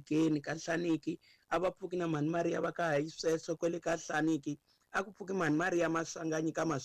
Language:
Tsonga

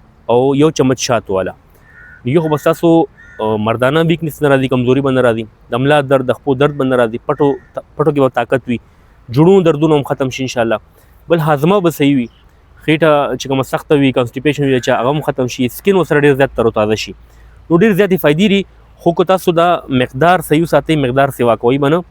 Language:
Pashto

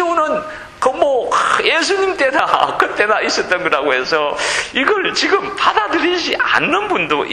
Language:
Korean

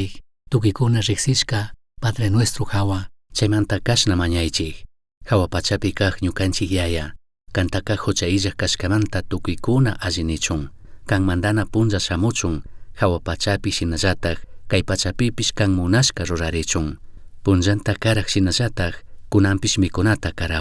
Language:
Chimborazo Highland Quichua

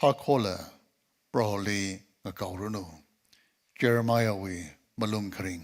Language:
Tangkhul Naga (India)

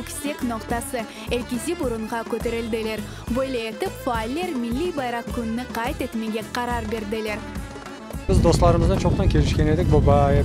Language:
Crimean Tatar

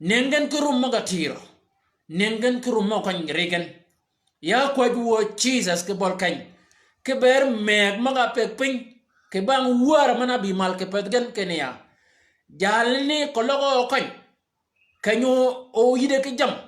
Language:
Shilluk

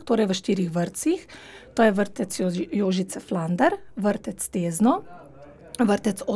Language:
Slovenian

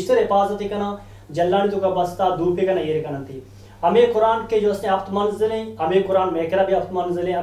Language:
Eastern Balochi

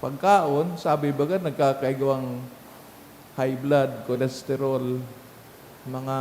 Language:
Bikol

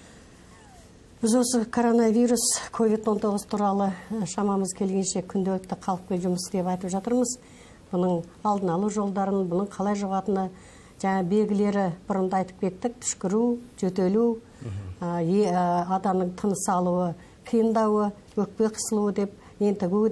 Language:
Kazakh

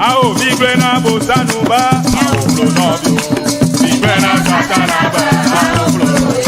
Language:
Ewe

